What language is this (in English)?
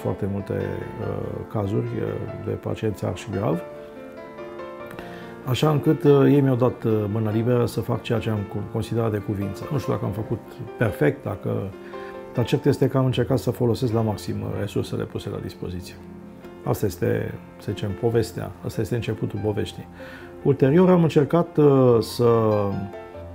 Romanian